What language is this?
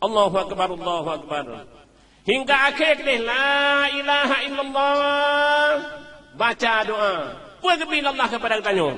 Achinese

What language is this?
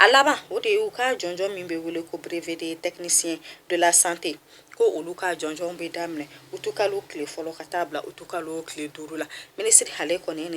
Bambara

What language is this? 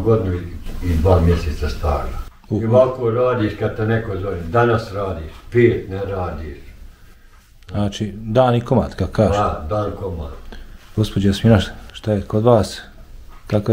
Bosnian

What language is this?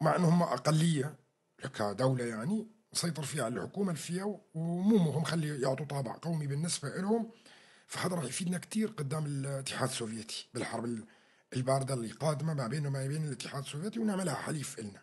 North Levantine Arabic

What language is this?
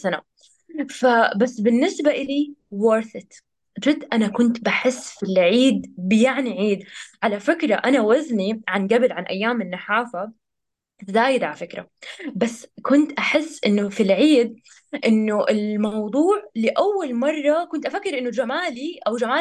North Levantine Arabic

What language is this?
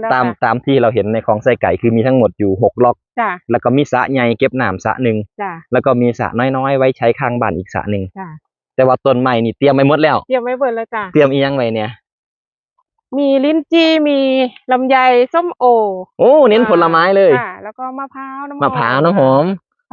Northeastern Thai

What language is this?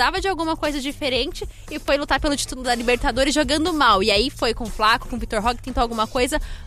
Portuguese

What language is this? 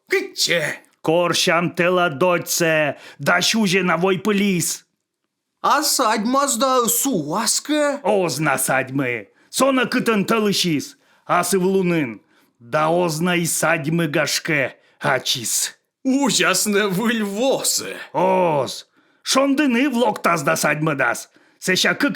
Komi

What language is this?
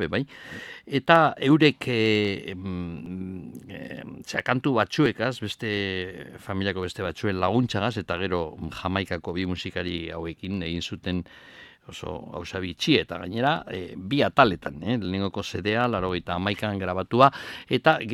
Basque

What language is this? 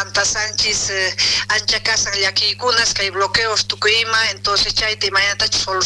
South Bolivian Quechua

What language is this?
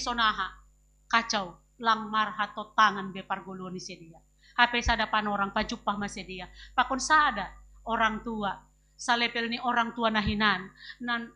Batak Simalungun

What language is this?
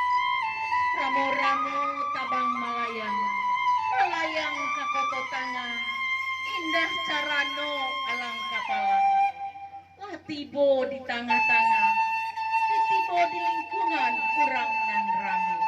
Minangkabau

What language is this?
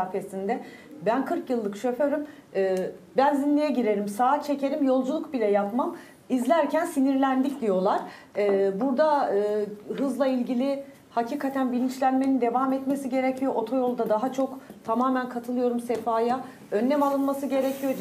Turkish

